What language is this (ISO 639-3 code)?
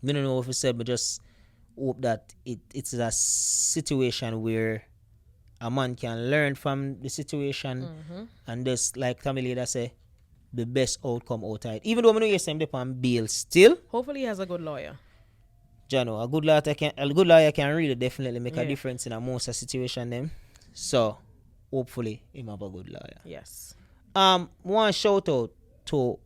jam